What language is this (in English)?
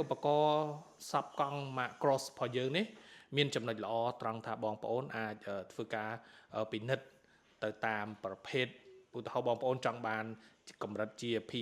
Khmer